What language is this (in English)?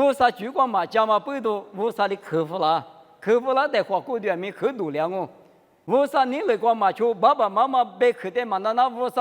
Lisu